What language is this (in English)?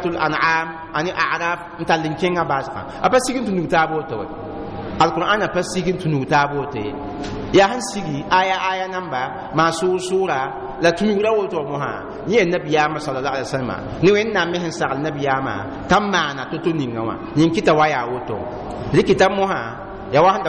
Mossi